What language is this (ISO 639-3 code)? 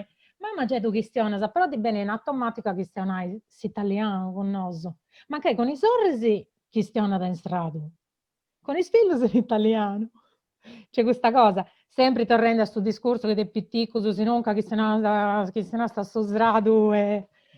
srd